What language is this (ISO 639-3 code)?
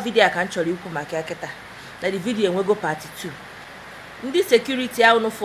ibo